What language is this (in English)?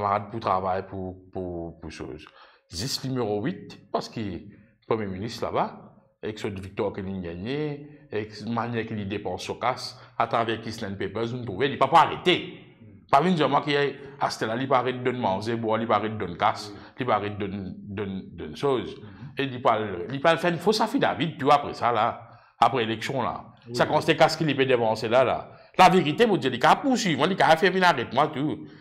Morisyen